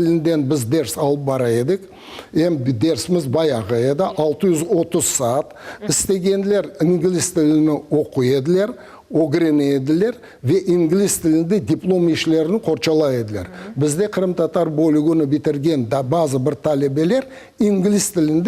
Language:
Crimean Tatar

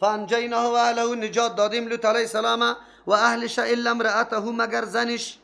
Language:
Persian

